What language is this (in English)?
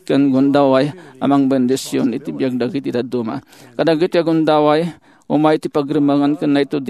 Iloko